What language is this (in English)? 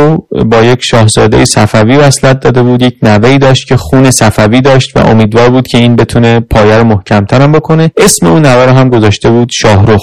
Persian